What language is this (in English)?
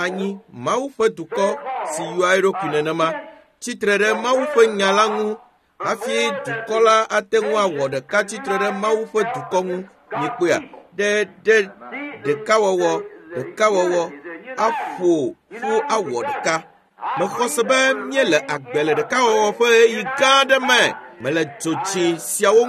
Ewe